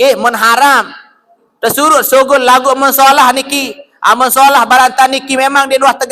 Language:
Sasak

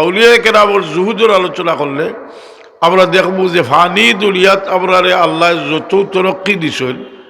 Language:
Sylheti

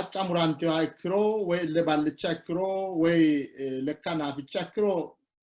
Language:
Sidamo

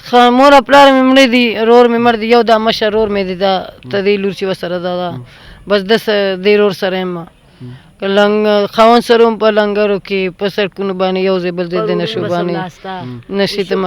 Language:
Pashto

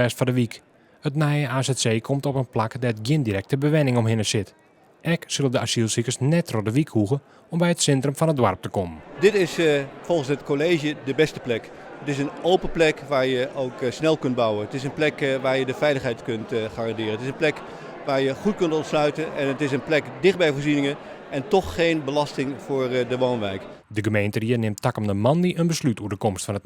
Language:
Western Frisian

